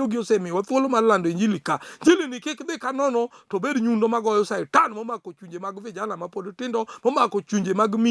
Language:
Luo (Kenya and Tanzania)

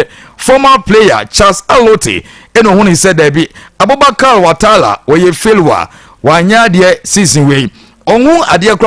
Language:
Akan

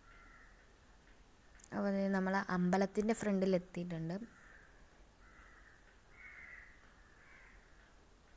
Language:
Malayalam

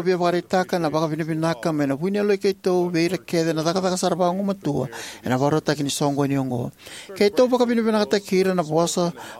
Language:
Fijian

